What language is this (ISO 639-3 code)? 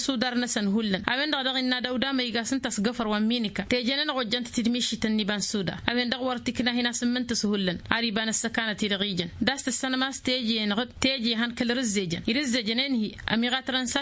taq